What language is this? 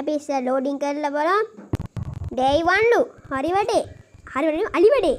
Sinhala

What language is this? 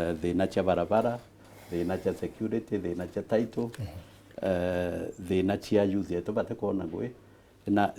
Meru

